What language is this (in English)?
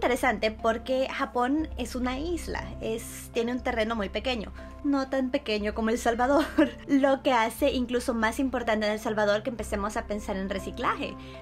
Spanish